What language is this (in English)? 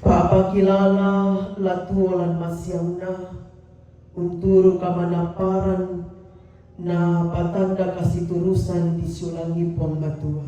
Toraja-Sa'dan